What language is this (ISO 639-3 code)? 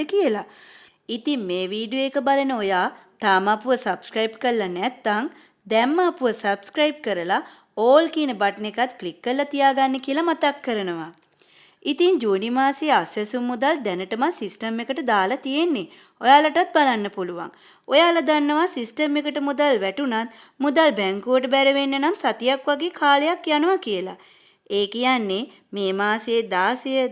sin